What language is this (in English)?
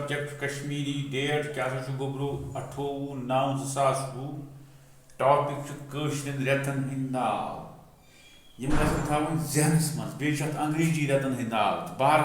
Kashmiri